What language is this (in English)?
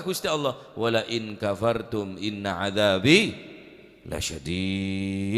Madurese